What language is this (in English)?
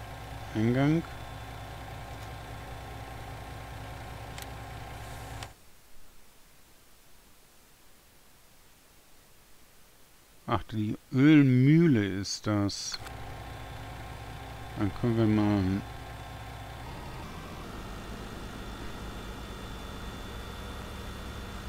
German